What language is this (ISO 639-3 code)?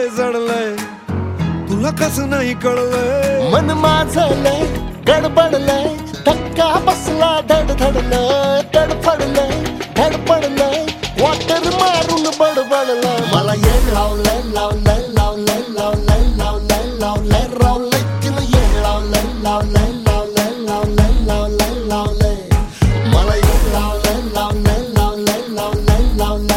mar